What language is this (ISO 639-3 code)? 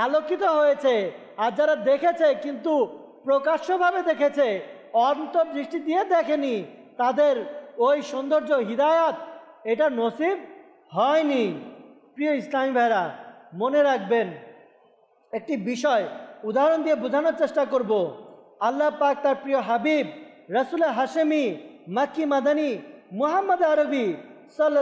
ben